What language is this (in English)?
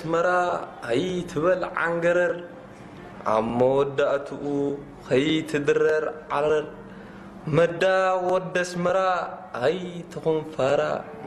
Tigrinya